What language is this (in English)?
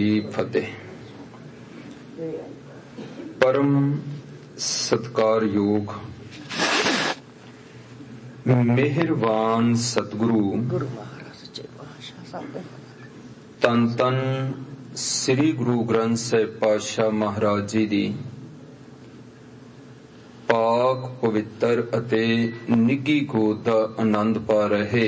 Punjabi